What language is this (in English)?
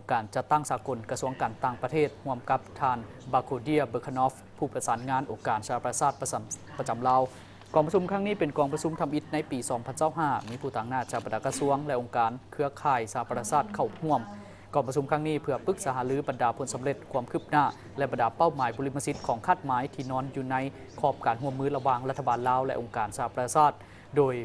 Lao